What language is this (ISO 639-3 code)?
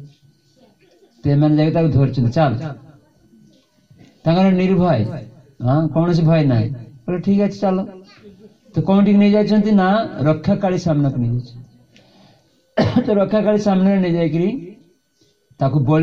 ori